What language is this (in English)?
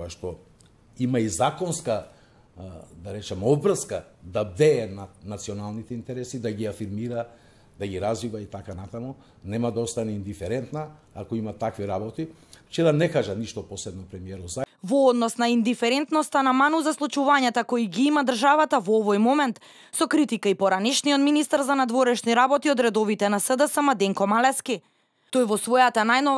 Macedonian